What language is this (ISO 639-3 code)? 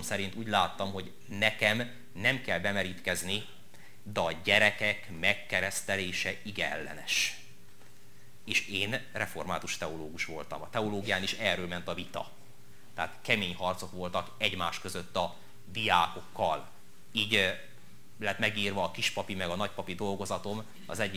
hun